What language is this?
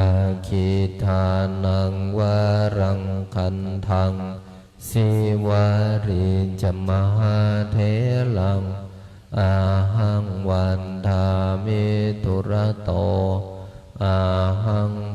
Pali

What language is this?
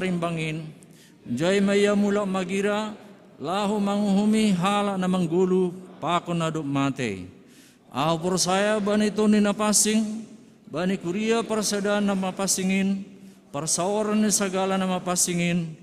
Batak Simalungun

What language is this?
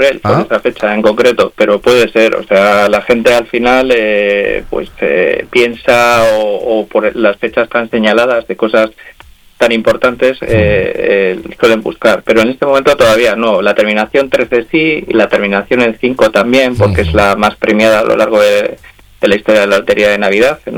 Spanish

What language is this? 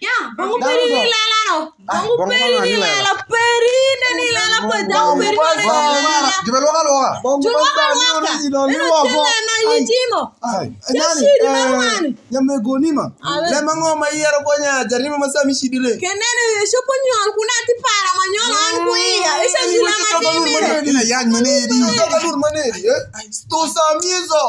Alur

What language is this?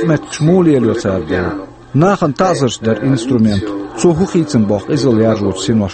Chechen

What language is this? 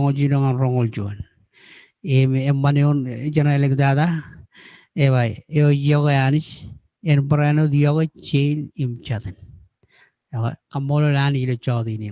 Marshallese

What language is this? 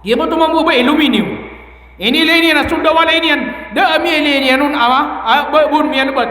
Maranao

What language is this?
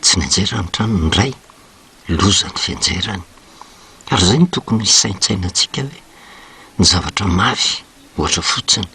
Malagasy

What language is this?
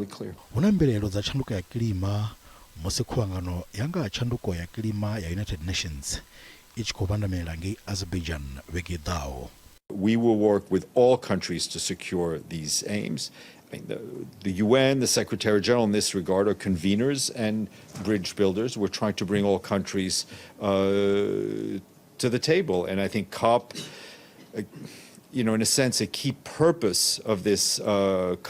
Venda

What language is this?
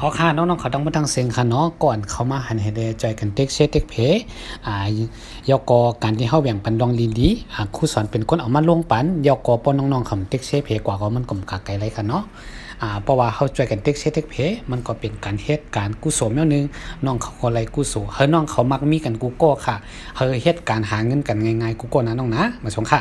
Shan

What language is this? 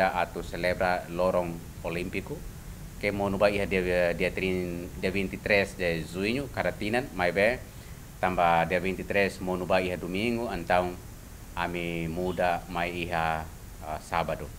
Tetum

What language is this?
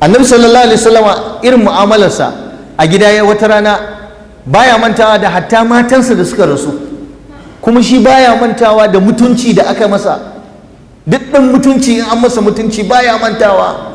Hausa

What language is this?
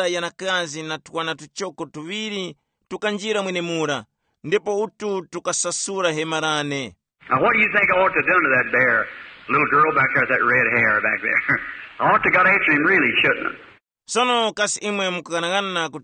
Tumbuka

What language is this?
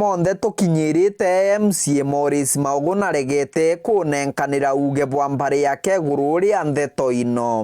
Meru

